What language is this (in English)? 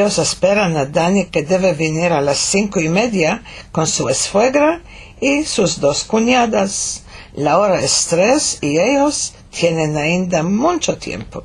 Ladino